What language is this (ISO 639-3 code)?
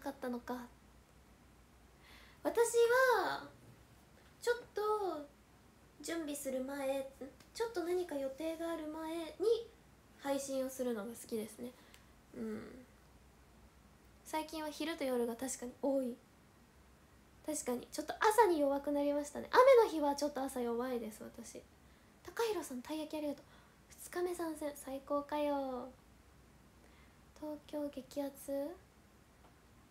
jpn